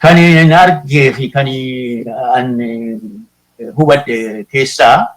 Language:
Oromo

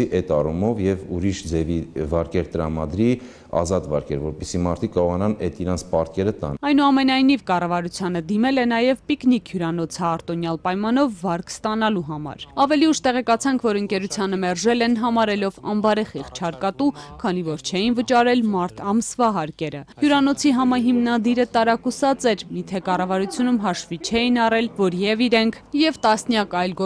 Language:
Armenian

